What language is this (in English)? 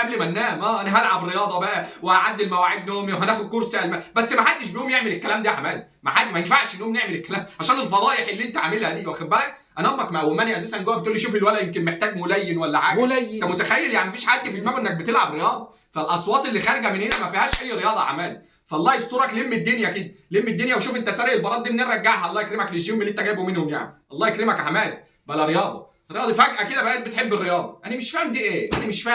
Egyptian Arabic